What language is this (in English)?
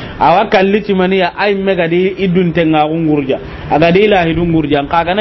Soninke